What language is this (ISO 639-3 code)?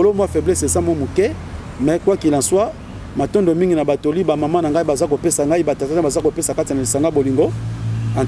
lin